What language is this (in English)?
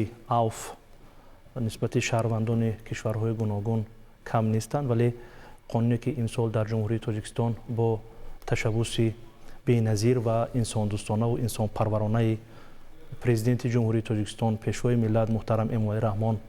Tajik